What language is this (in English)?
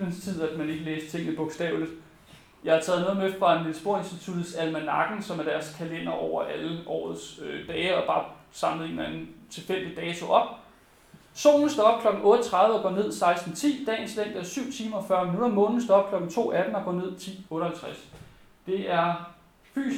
Danish